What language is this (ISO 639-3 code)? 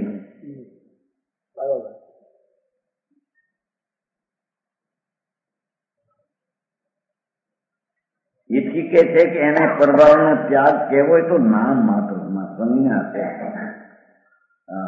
guj